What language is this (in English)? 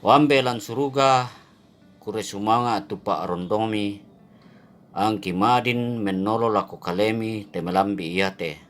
Toraja-Sa'dan